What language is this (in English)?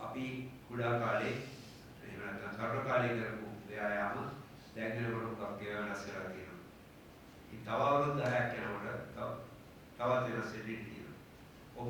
Sinhala